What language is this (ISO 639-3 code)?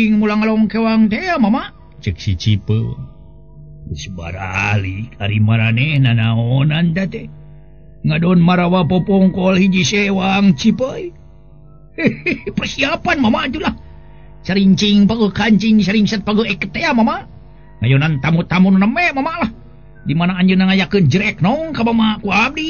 sun